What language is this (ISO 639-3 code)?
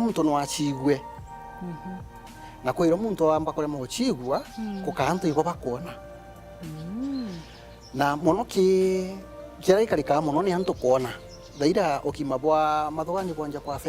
mer